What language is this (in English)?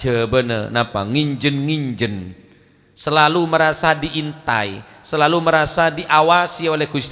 Madurese